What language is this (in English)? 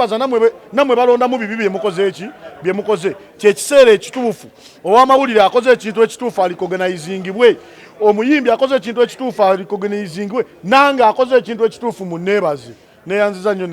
Ganda